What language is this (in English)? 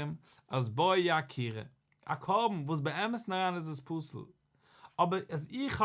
Yiddish